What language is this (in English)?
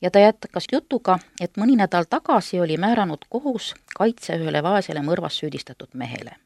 Estonian